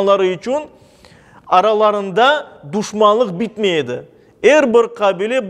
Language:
Crimean Tatar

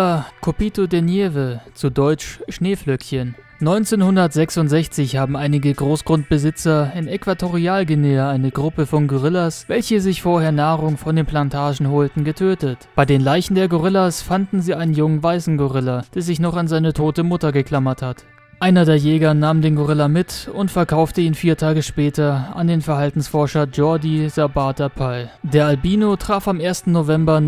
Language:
German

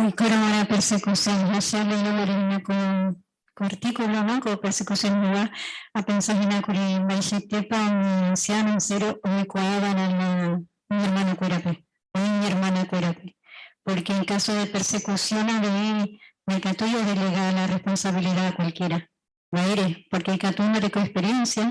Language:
Guarani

